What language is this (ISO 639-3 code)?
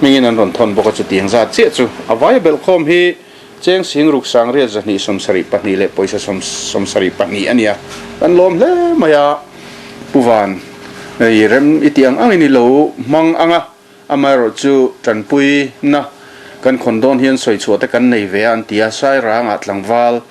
lus